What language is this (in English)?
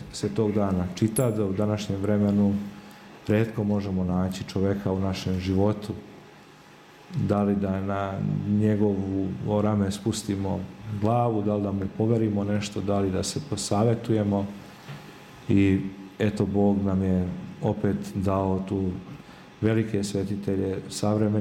Serbian